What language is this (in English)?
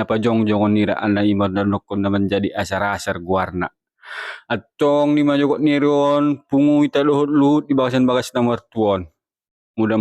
Batak Toba